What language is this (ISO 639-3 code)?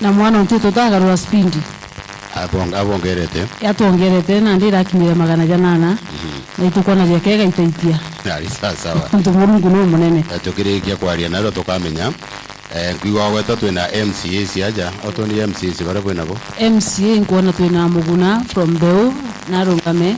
mer